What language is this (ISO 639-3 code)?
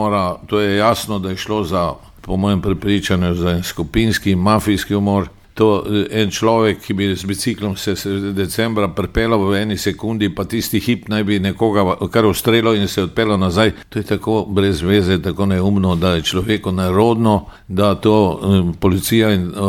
slv